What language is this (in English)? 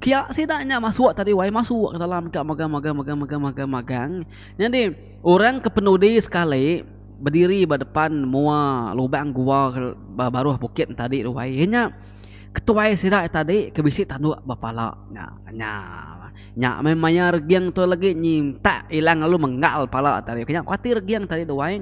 Iban